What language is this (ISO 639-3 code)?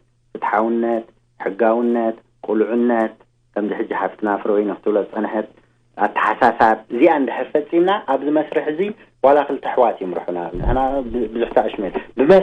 tir